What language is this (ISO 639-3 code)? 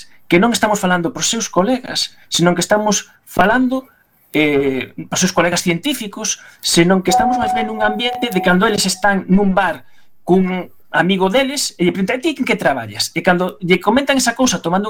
glg